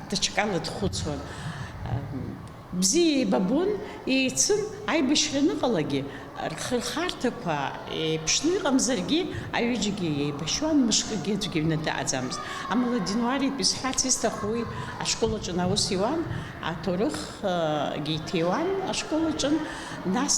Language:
Abkhazian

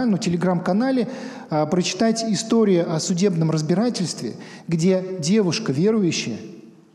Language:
Russian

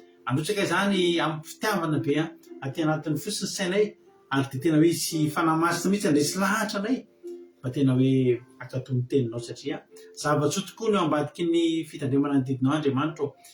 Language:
Malagasy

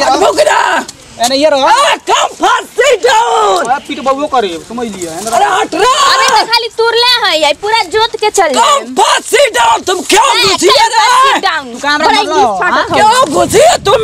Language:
Bhojpuri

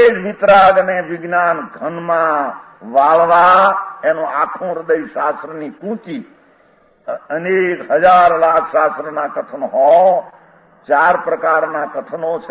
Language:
Gujarati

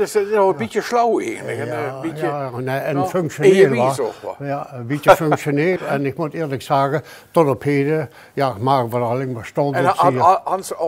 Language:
Limburgish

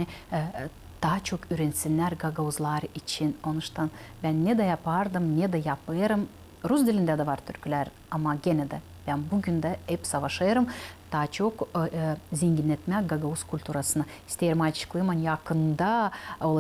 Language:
Gagauz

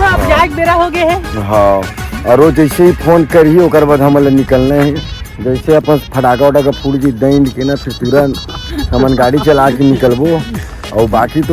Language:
Chhattisgarhi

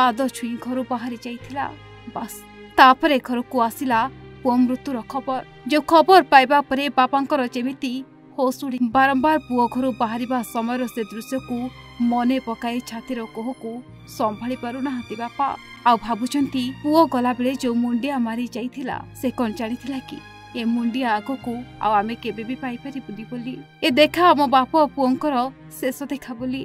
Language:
Odia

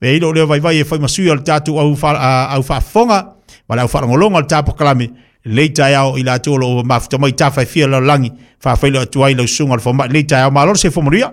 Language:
Samoan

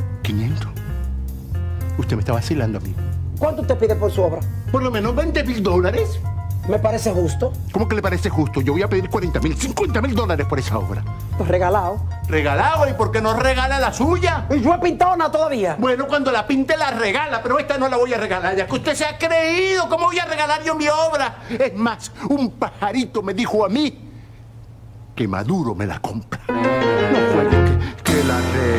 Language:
Spanish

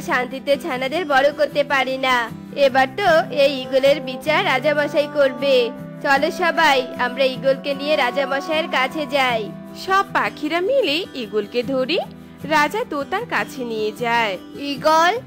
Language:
Bangla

